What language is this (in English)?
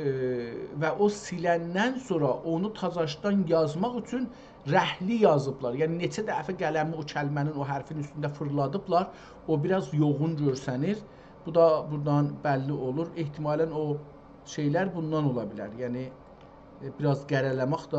South Azerbaijani